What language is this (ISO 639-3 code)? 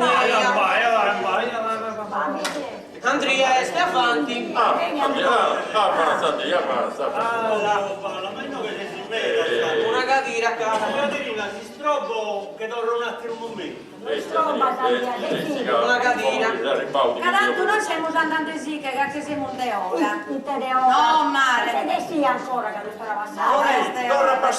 srd